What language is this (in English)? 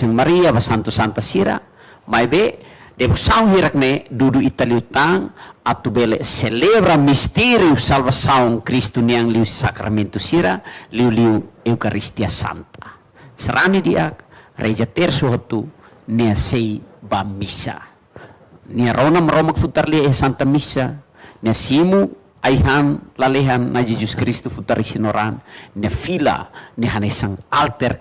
Tetum